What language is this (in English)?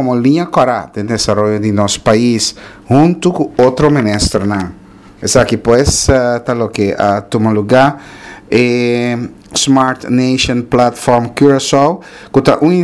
Papiamento